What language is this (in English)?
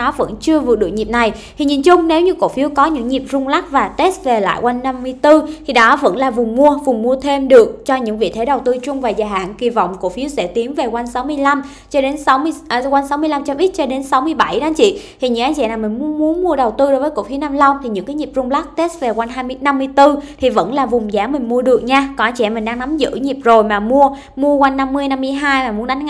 Vietnamese